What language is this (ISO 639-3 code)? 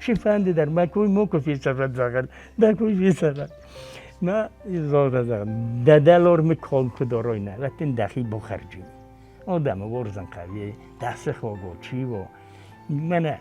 oss